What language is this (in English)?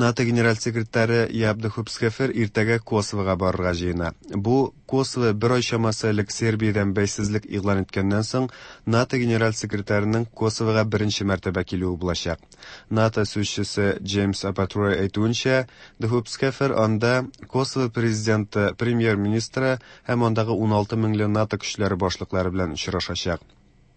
Tatar